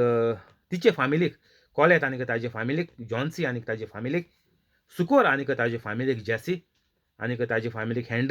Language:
Konkani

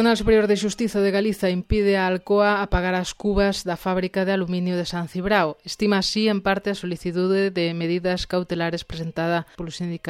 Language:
Galician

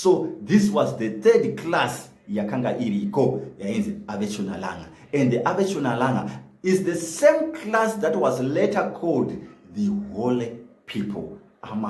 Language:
Shona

